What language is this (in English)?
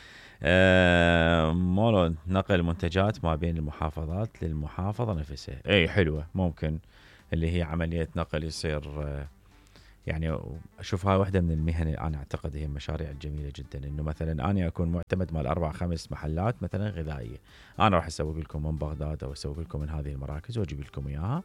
Mesopotamian Arabic